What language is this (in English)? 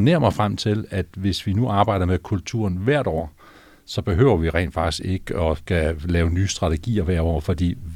Danish